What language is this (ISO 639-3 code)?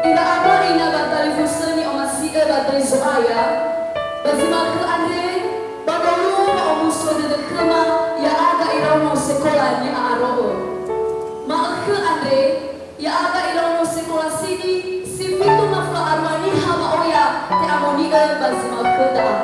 nia